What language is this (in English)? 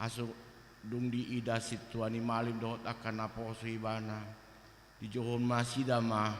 Batak Toba